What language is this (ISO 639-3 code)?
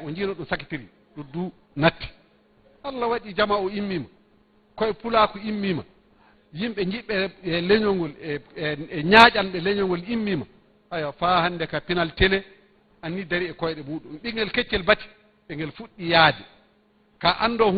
ful